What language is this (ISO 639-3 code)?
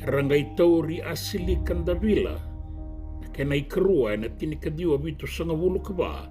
fij